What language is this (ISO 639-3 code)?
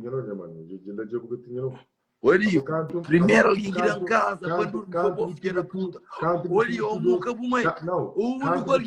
kea